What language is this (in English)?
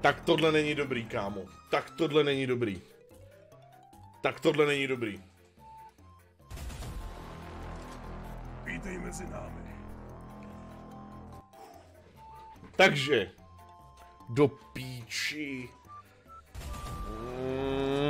Czech